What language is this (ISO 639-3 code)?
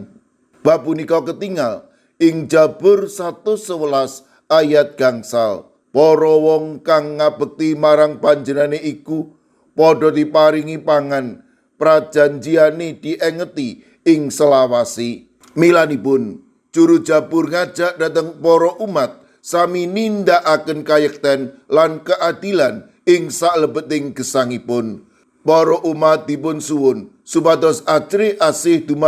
jav